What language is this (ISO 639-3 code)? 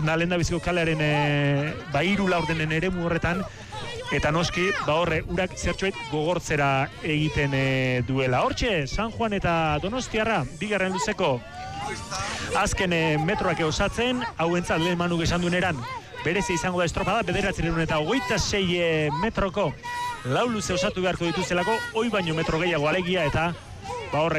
eus